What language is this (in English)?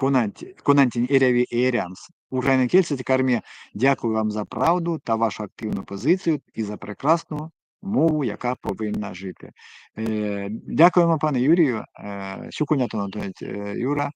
Erzya